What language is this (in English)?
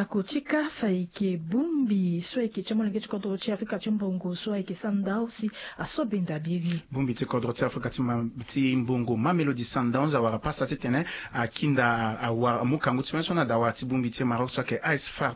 Sango